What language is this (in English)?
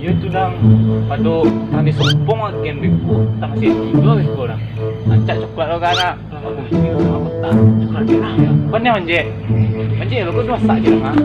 Minangkabau